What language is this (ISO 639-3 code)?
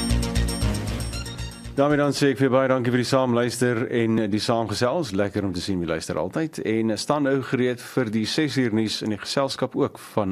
afr